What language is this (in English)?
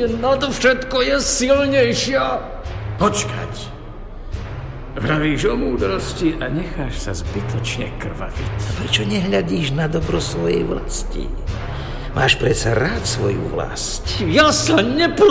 Slovak